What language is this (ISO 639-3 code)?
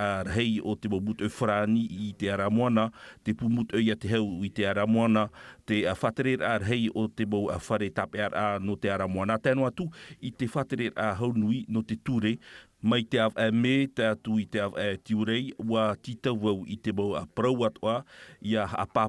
tah